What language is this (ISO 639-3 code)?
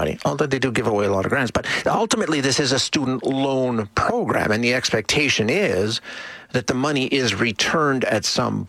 eng